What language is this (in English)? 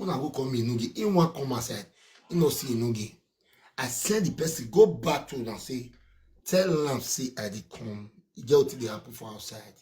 Nigerian Pidgin